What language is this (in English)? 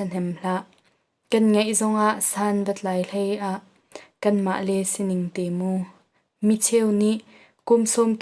Hakha Chin